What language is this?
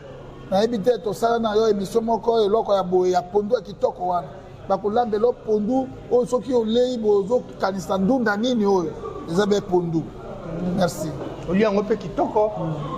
Lingala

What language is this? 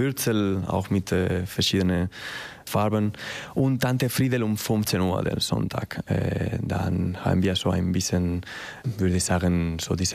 German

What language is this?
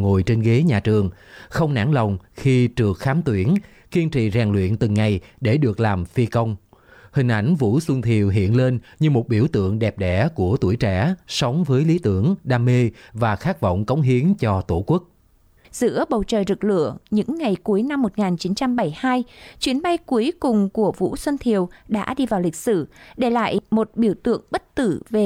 Vietnamese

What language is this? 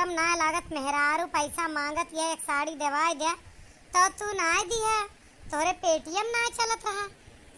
Awadhi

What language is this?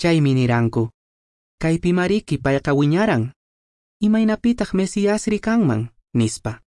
Quechua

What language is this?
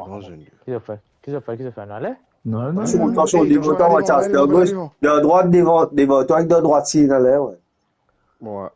Morisyen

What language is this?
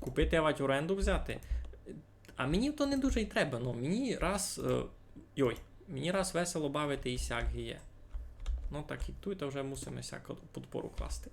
Rusyn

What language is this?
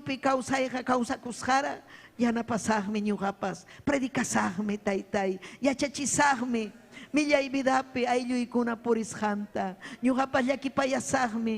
Ayacucho Quechua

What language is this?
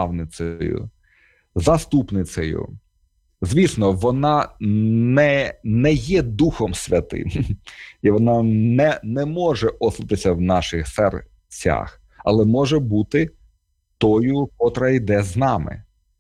Ukrainian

